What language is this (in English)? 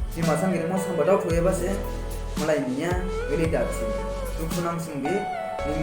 Dimasa